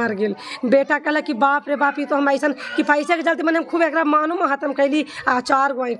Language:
Magahi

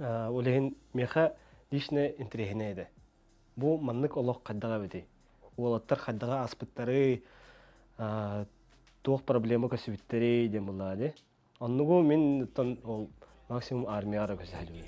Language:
Yakut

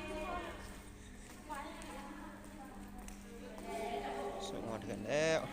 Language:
Lao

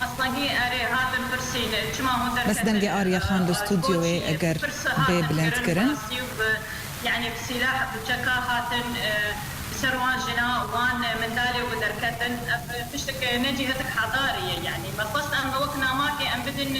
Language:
Kurdish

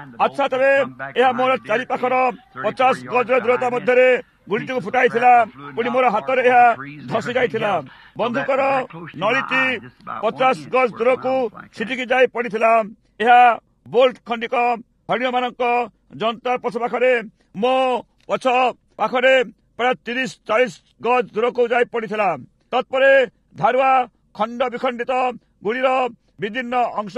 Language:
Odia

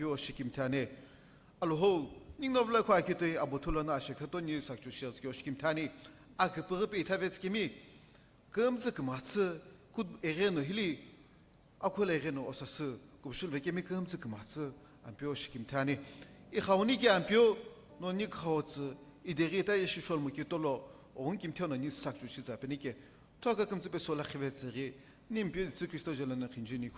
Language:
Sumi Naga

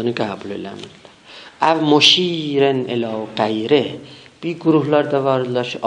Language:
South Azerbaijani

